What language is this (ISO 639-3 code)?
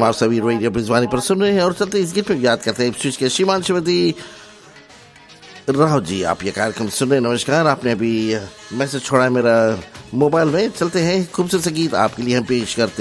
hin